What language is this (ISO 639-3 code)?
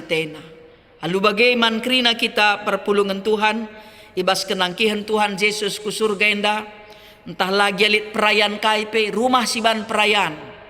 btx